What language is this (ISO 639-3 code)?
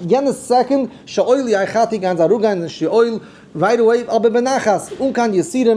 yid